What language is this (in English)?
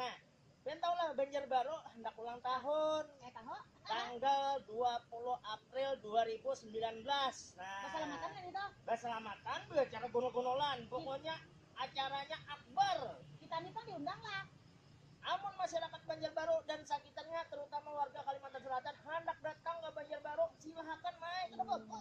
Banjar